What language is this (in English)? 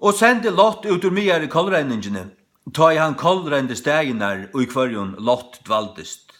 Faroese